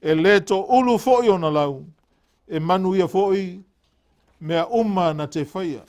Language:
Samoan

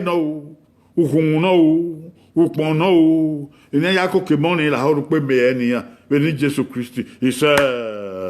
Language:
Bini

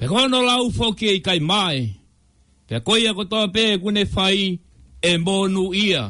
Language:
Tongan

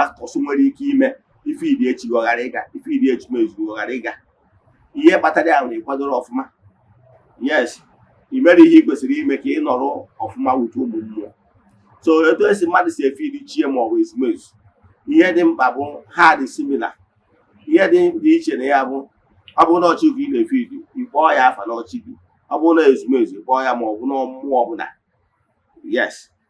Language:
Igbo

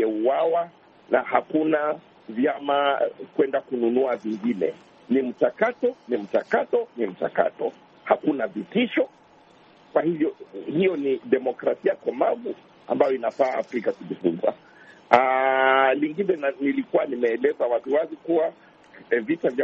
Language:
Swahili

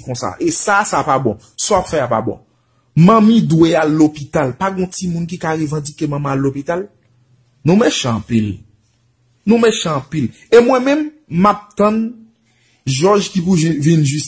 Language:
Haitian Creole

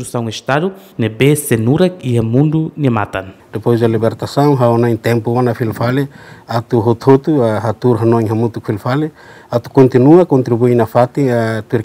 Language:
Tetum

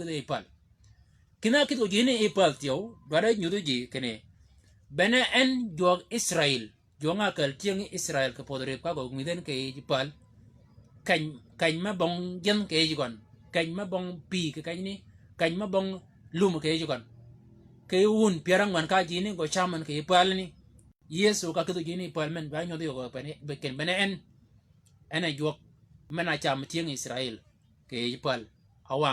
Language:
Shilluk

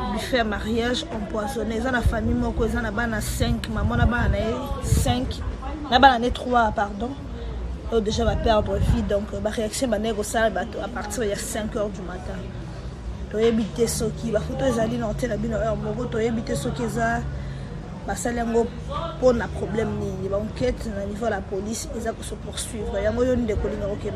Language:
Lingala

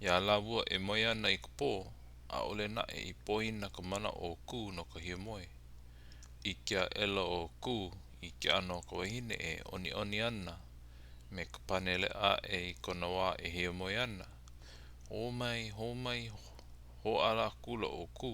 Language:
Hawaiian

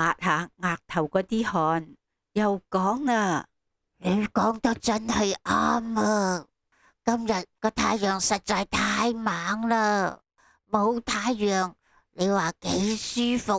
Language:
Cantonese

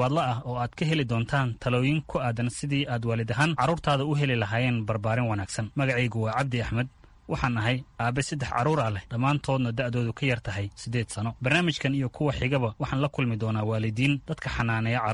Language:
Somali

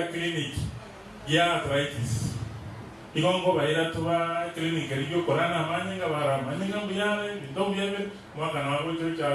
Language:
Gusii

